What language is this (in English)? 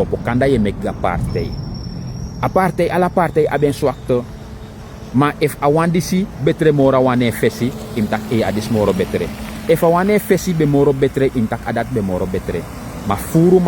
Sranan Tongo